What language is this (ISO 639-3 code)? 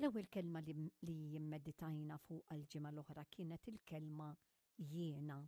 mlt